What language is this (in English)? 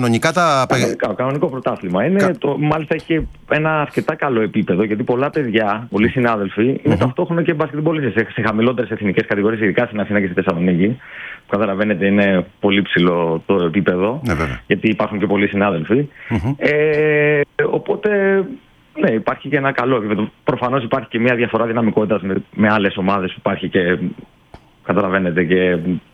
Greek